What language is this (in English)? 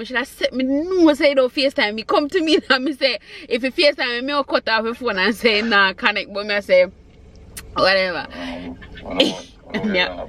Jamaican Creole English